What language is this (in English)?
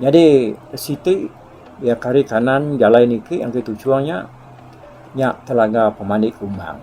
Iban